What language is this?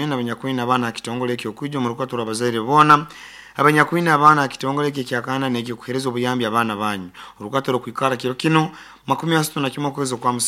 Nyoro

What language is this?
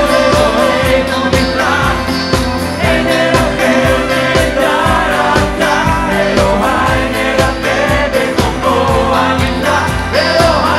Hebrew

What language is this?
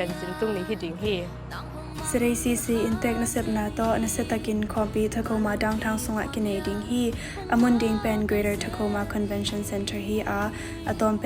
Tedim Chin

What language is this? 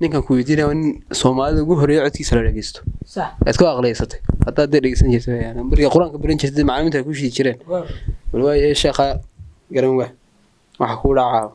Somali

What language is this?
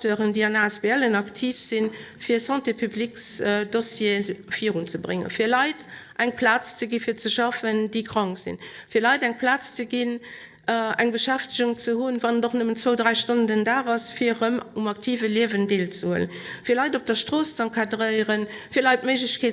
Luxembourgish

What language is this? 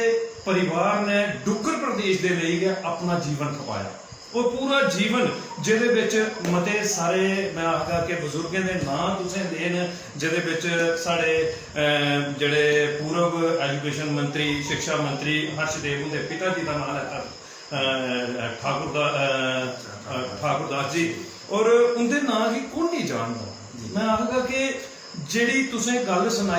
Dogri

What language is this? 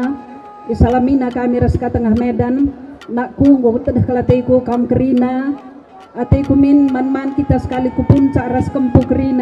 Batak Karo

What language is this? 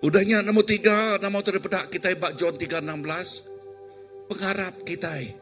Iban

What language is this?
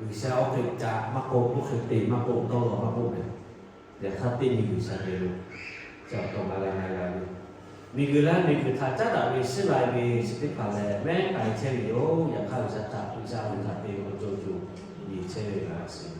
Lahu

